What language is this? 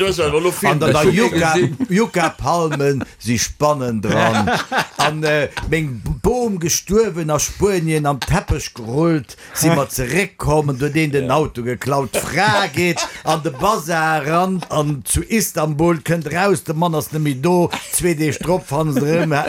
Luxembourgish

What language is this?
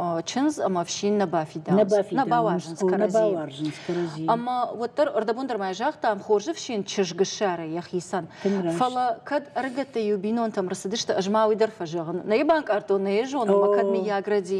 Ossetic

